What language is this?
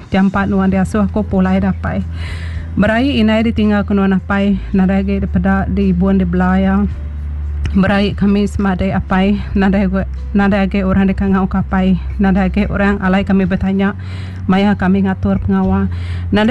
Iban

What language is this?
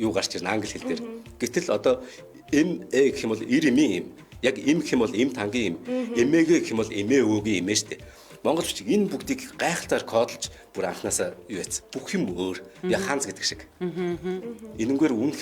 Mongolian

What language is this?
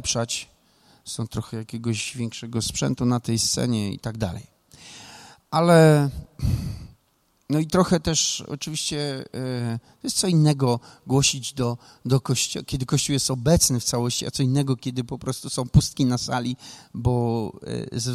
Polish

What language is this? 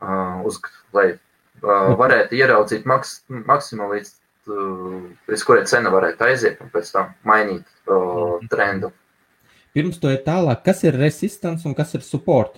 Latvian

